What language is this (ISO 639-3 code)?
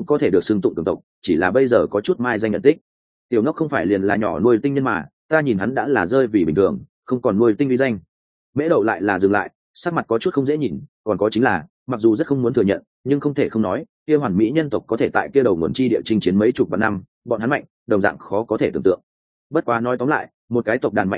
vie